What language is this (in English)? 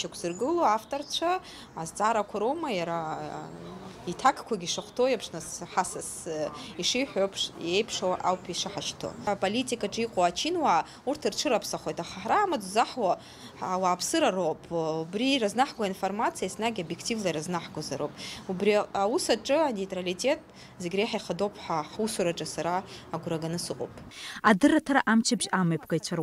Abkhazian